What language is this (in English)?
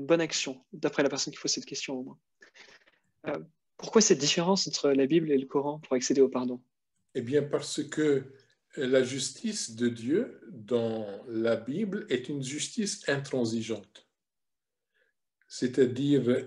French